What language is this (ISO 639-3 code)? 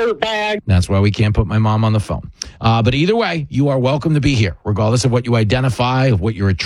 eng